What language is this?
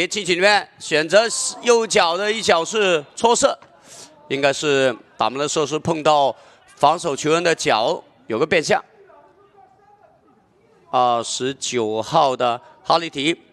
Chinese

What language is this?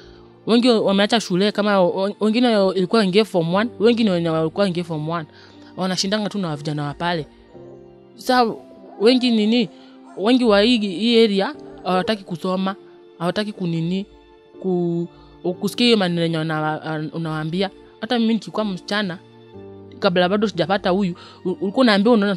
Swahili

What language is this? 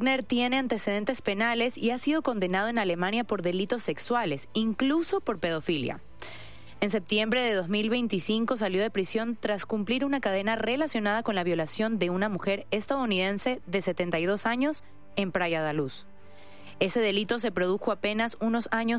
Spanish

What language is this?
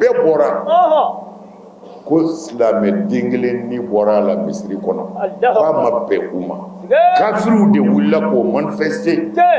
Bambara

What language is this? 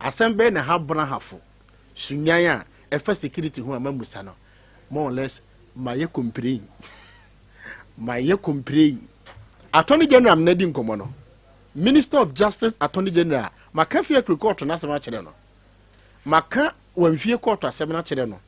Akan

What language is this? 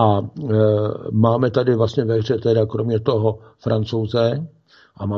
Czech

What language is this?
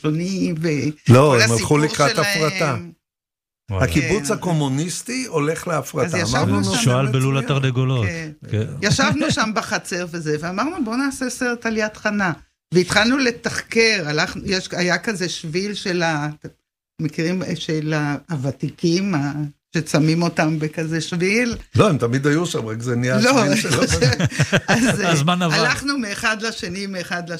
Hebrew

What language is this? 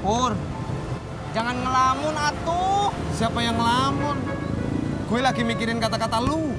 Betawi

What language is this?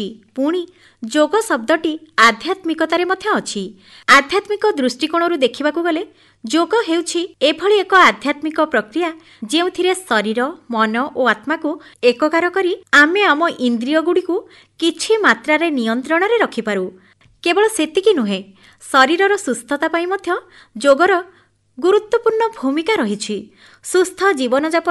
Odia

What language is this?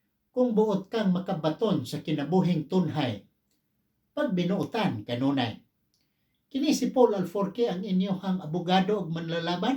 Cebuano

